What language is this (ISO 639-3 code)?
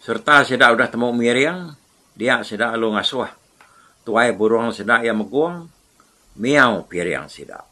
iba